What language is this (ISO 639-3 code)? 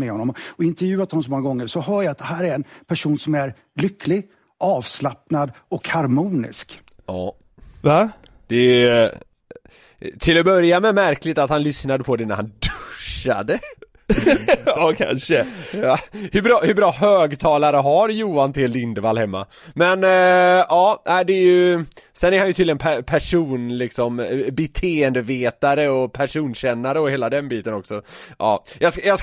swe